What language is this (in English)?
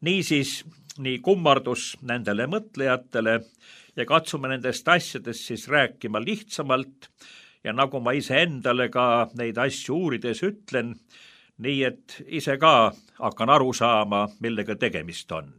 Estonian